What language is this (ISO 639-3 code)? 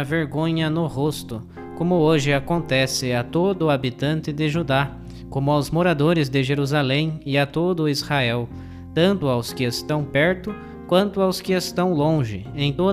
por